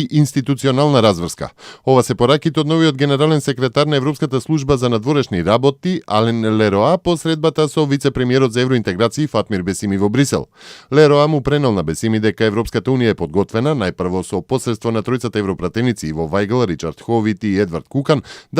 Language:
Macedonian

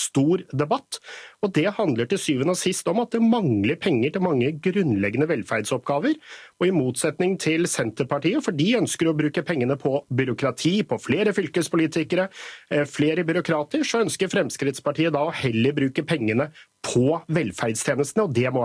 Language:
Norwegian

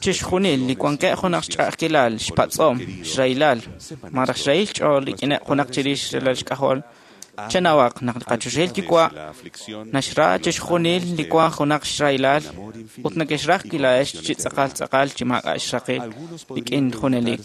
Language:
Kekchí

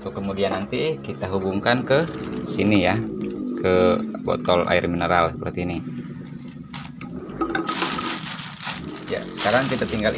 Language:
Indonesian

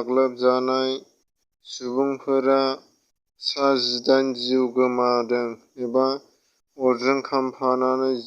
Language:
Bodo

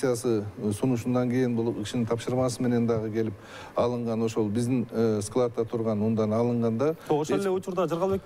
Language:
Kyrgyz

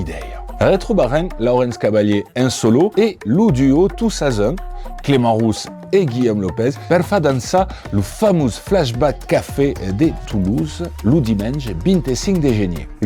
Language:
Occitan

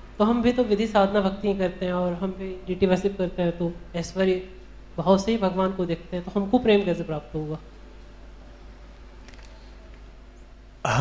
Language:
Hindi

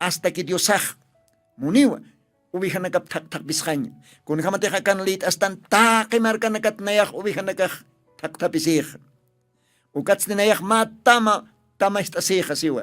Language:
Aymara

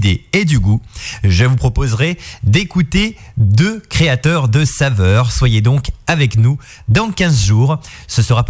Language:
French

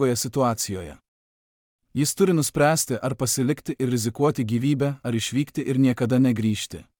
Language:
Lithuanian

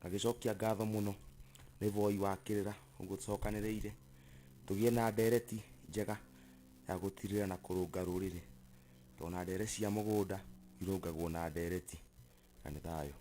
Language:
Kikuyu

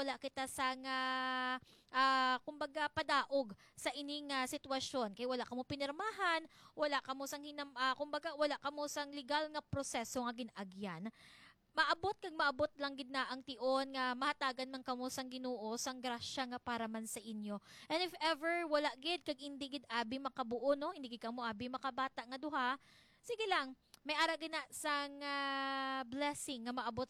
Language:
Hiligaynon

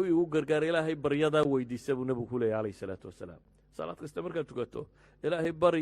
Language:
Somali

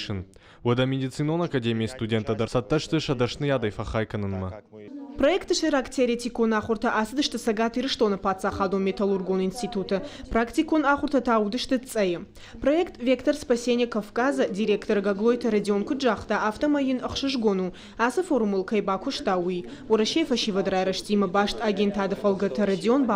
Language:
Ossetic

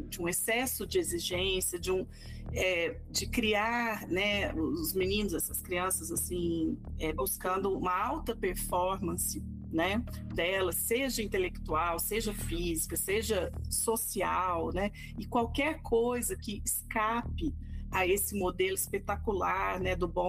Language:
Portuguese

